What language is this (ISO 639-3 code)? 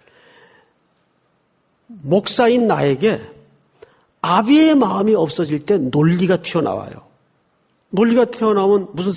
kor